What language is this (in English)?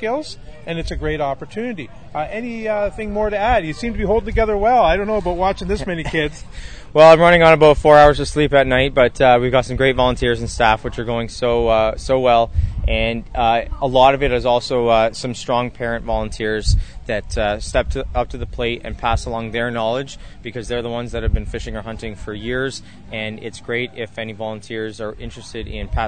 English